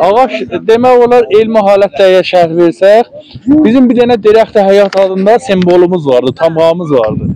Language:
South Azerbaijani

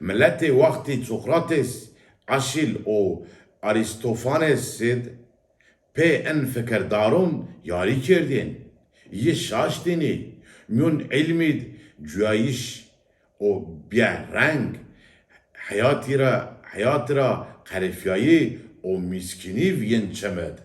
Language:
Zaza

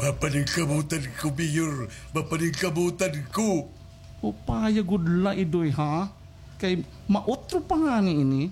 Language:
Waray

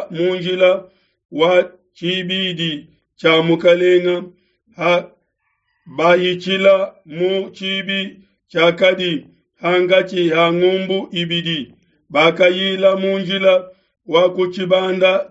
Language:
Luba-Lulua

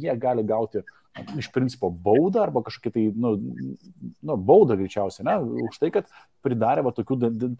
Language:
Lithuanian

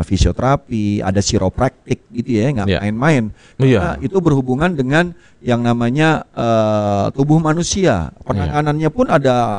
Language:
Indonesian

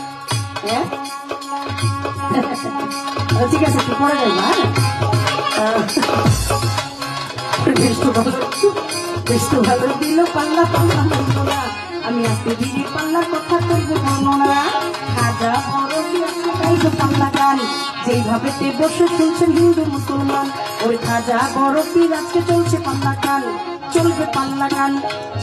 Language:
Bangla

